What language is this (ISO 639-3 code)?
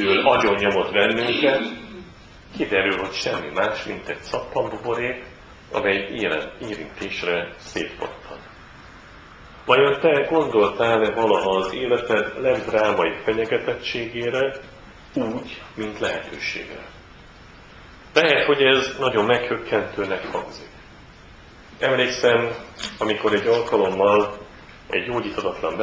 hun